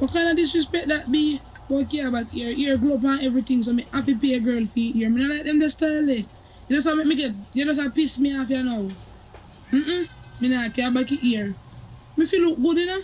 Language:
Jamaican Creole English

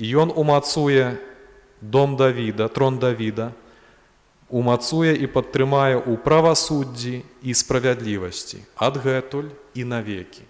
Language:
Belarusian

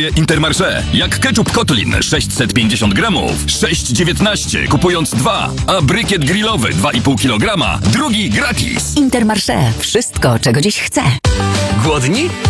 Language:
Polish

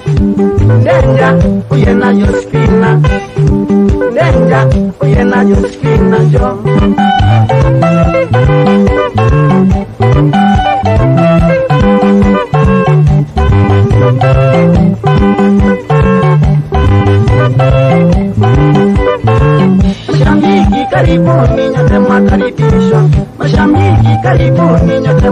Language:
Swahili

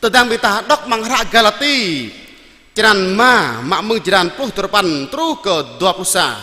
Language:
Jarai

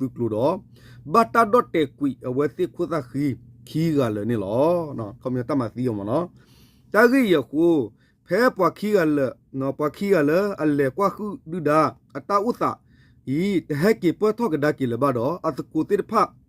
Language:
S'gaw Karen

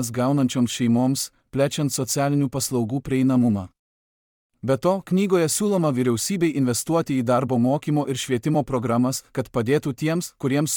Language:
Lithuanian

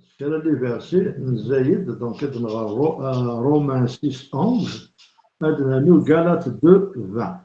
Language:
Kabyle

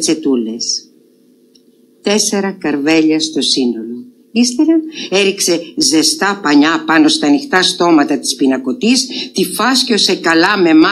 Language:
Greek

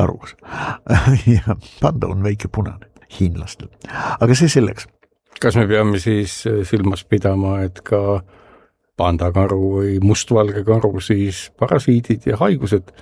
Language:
Estonian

